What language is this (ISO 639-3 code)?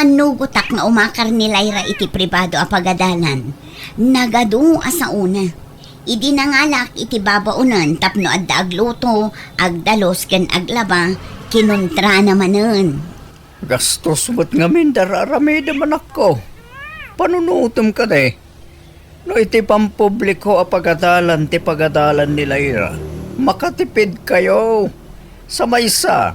ilo